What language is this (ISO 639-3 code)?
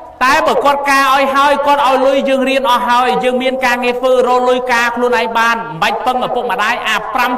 khm